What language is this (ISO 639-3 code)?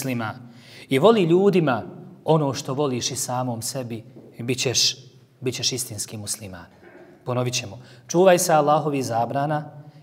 bos